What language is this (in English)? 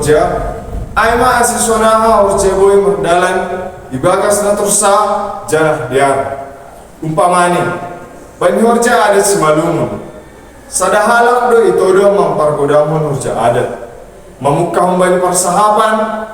Batak Simalungun